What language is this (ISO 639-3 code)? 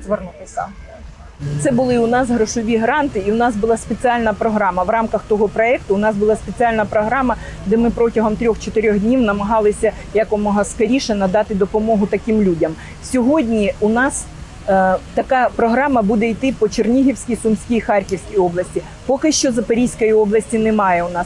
ukr